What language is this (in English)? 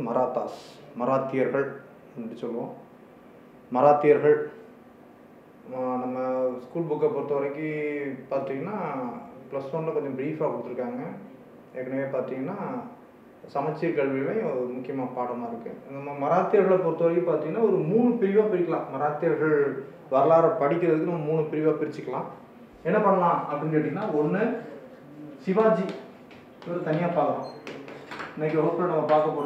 Tamil